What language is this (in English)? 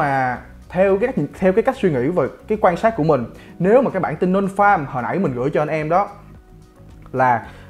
Vietnamese